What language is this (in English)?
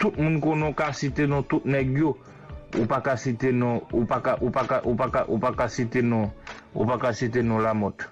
Haitian Creole